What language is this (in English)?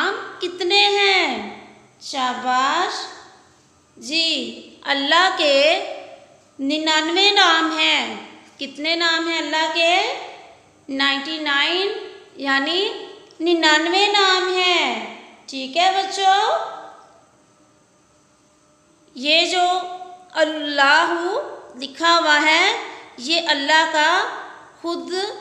Hindi